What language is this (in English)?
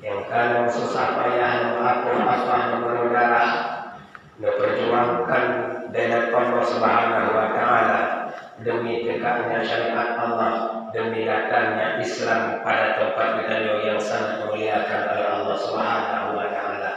Achinese